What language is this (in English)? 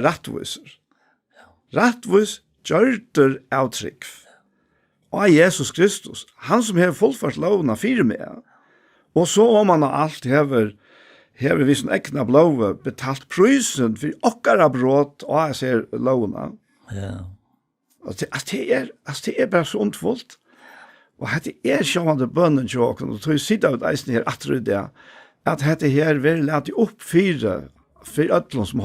Faroese